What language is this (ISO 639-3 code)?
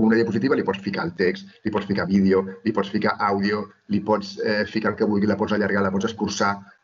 cat